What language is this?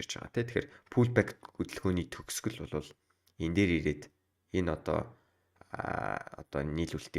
Mongolian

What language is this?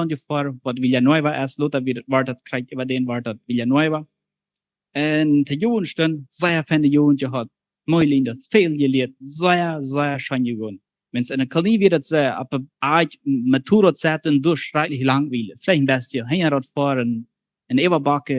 Plautdietsch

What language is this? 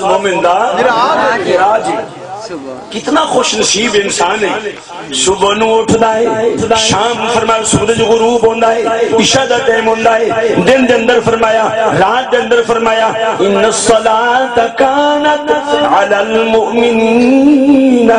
Saraiki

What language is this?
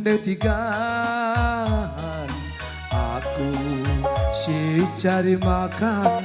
Batak Karo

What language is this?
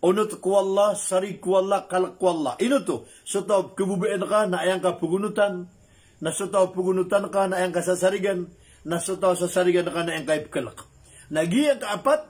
Maranao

